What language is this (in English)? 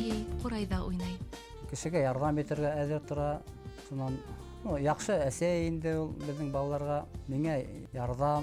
Bashkir